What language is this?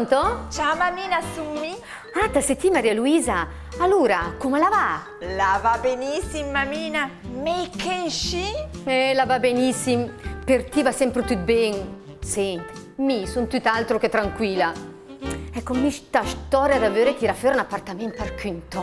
Lombard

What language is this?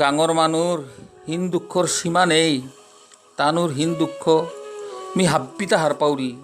Bishnupriya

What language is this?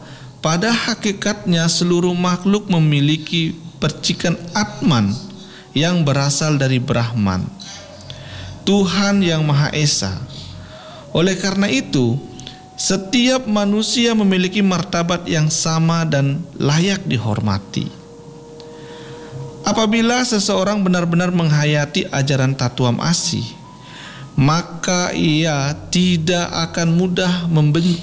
Indonesian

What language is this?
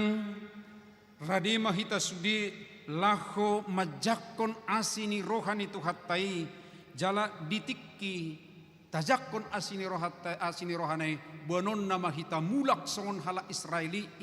Batak Toba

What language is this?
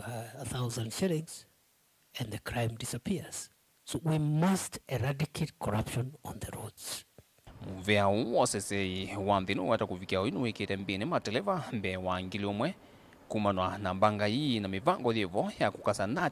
Kamba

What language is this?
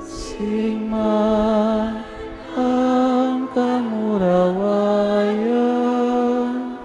Bikol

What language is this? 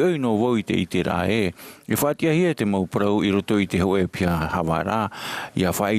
Tahitian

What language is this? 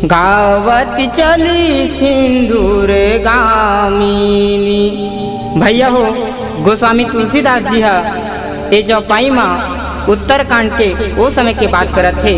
Chhattisgarhi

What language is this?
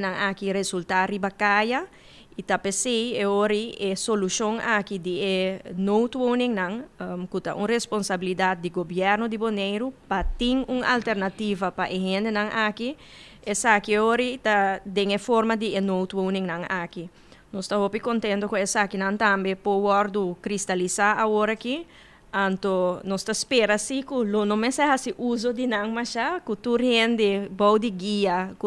Papiamento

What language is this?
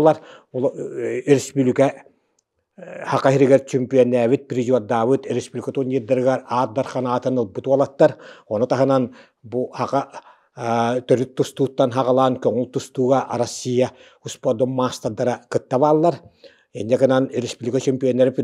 Yakut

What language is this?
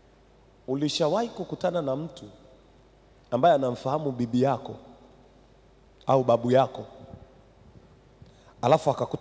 Swahili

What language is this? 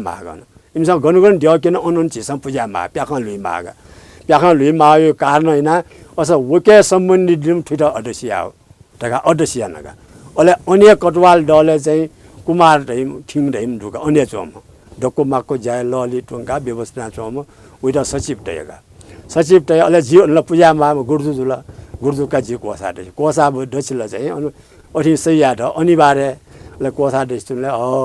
Newari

